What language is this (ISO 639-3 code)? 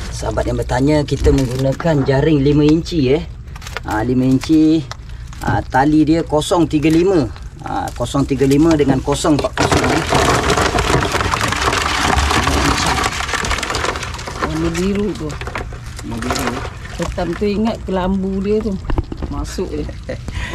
msa